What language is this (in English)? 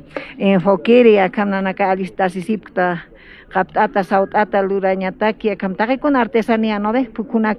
Aymara